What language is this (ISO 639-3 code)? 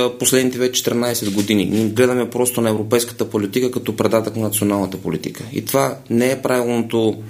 bul